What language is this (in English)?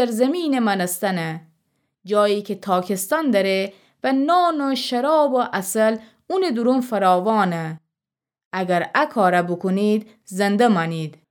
Gilaki